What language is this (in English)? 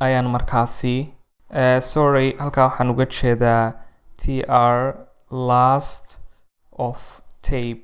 Somali